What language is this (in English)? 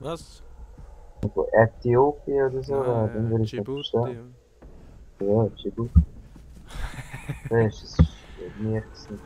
Swiss German